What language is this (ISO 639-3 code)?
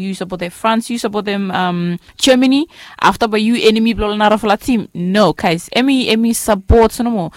bis